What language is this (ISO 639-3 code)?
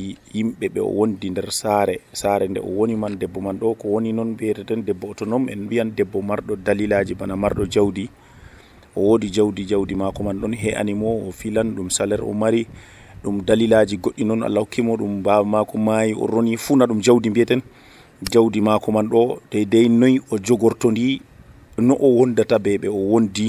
fuv